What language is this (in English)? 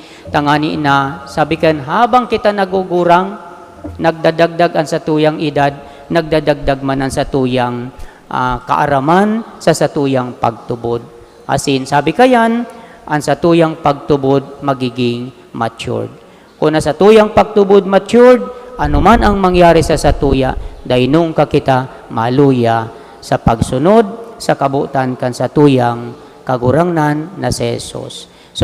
Bikol